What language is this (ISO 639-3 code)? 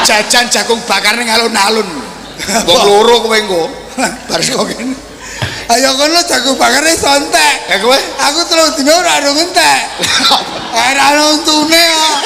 jav